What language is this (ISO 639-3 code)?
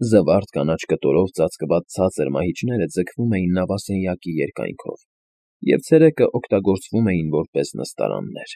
hye